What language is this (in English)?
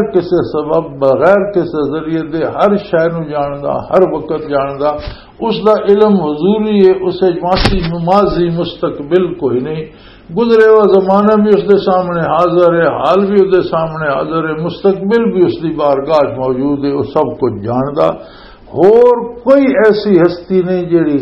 Western Panjabi